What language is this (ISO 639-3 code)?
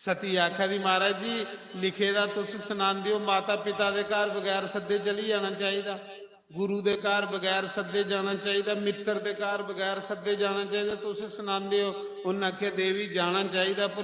doi